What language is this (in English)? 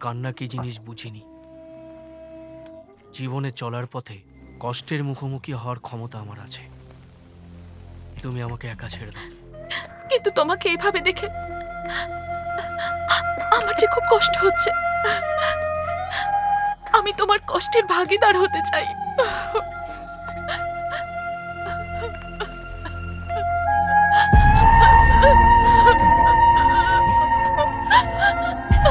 Bangla